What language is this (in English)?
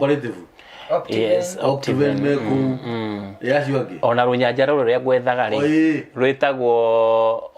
Kikuyu